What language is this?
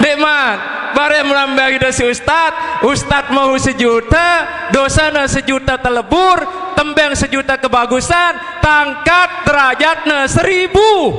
Sasak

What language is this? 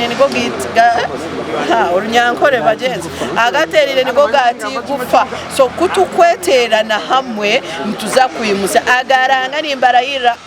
Nyankole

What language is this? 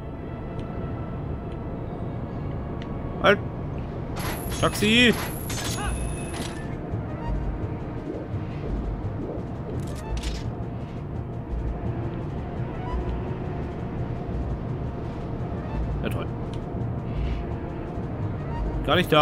German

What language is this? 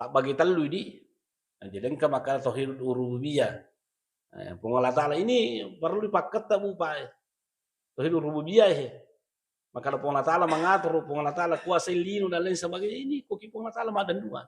Buginese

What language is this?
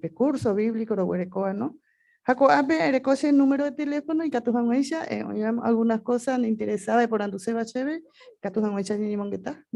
Guarani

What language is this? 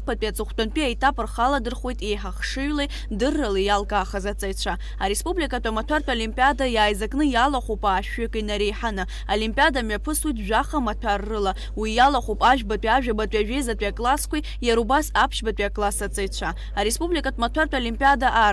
Abkhazian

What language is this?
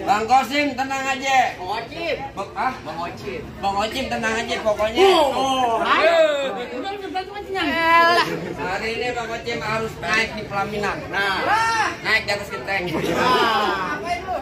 Betawi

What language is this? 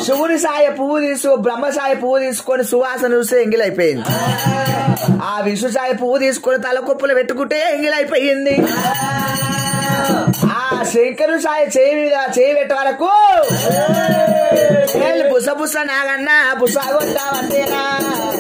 Telugu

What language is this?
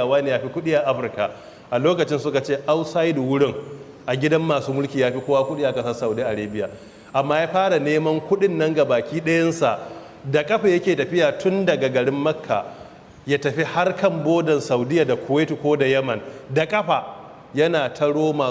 Hausa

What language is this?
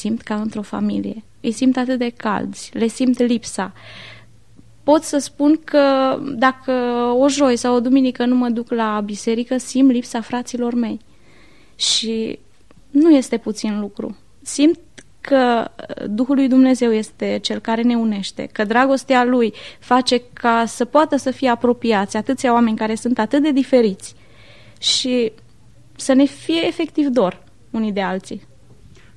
Romanian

